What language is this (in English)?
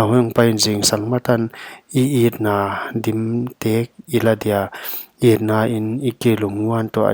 Paite Chin